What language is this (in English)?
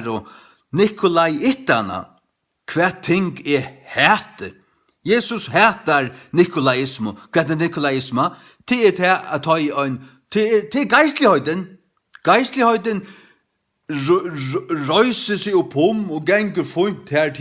Faroese